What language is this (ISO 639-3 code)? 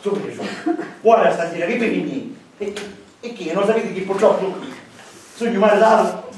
scn